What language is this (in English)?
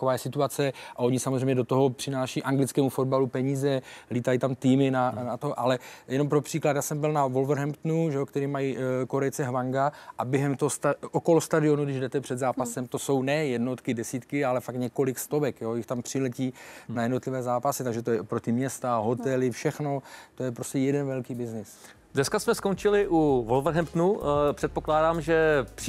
Czech